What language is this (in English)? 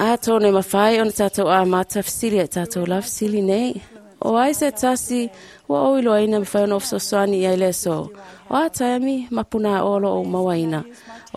Samoan